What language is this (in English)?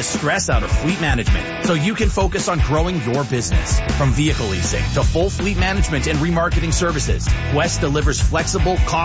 English